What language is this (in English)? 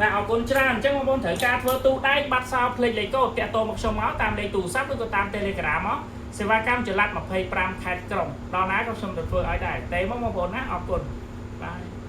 Khmer